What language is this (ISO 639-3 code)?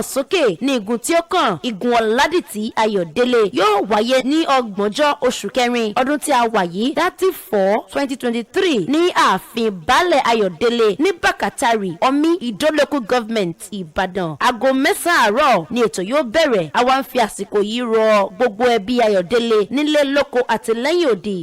yor